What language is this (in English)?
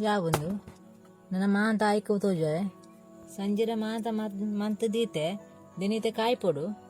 Tulu